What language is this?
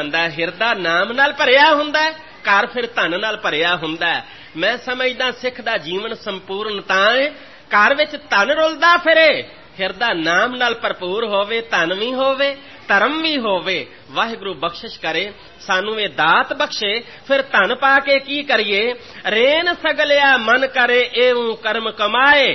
Punjabi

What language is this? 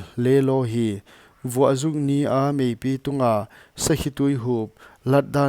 Paite Chin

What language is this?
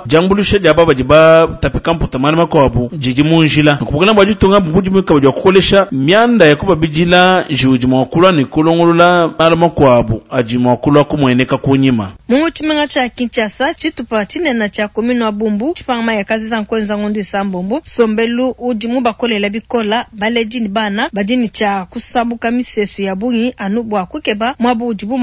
Luba-Lulua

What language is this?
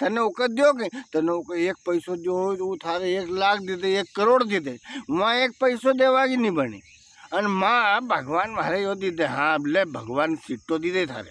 Rajasthani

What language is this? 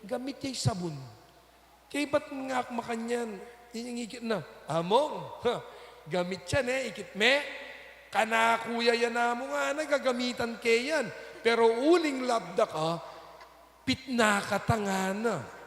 Pampanga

